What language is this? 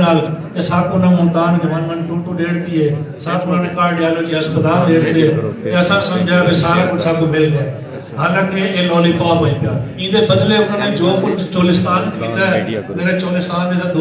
Saraiki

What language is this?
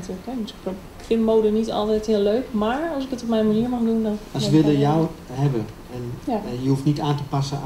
Dutch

